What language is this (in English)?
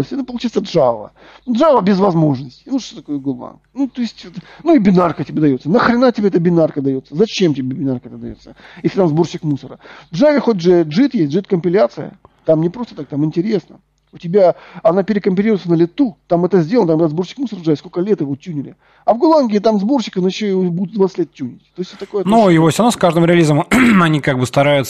Russian